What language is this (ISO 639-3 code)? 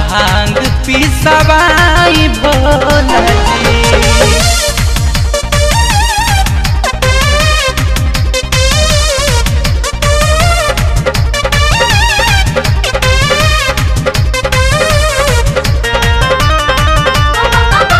bho